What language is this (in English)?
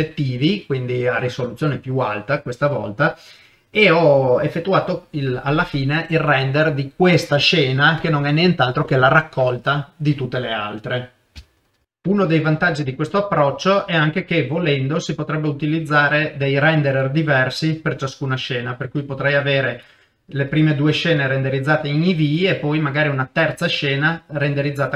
Italian